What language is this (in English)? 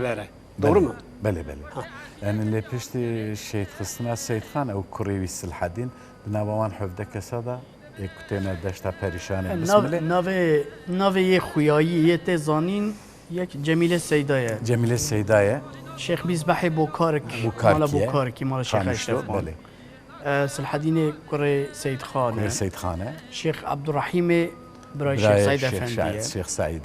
Kurdish